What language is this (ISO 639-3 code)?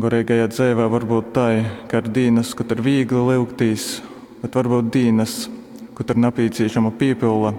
ltg